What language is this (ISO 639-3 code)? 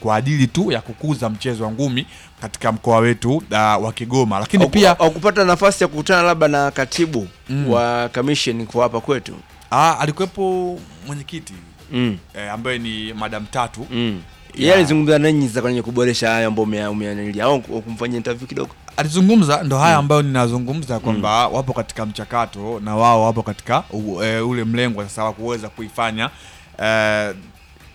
swa